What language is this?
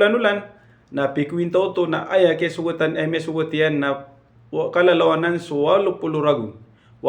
Maranao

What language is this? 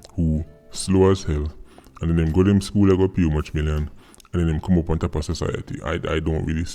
Jamaican Creole English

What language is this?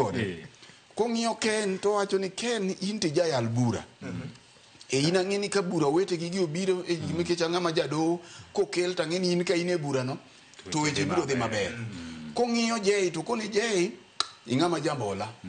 Luo (Kenya and Tanzania)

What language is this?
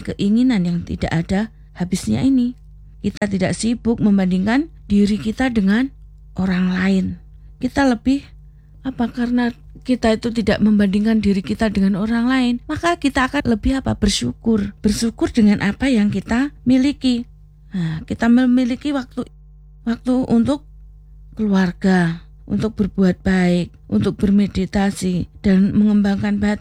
Indonesian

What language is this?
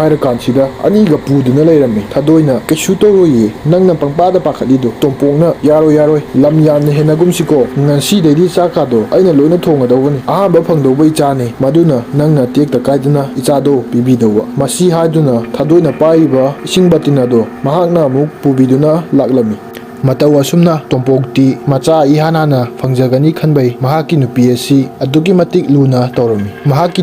Manipuri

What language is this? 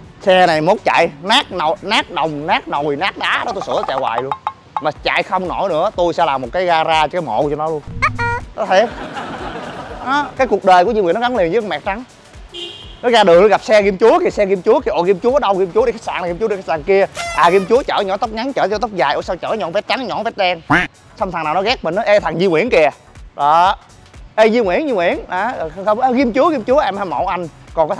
Vietnamese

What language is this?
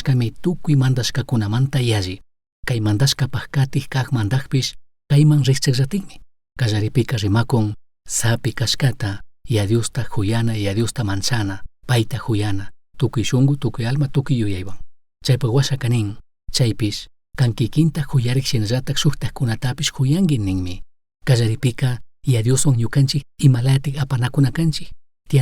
Chimborazo Highland Quichua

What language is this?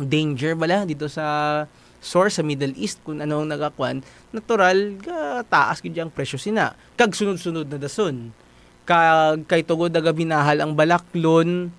Hiligaynon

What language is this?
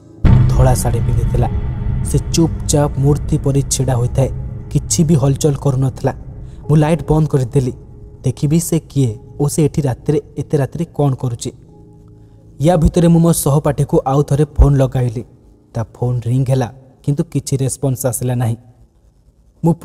Odia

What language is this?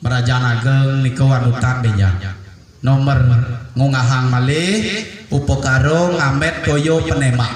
Balinese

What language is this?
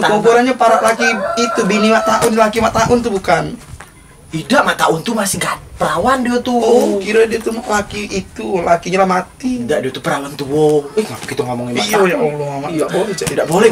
Musi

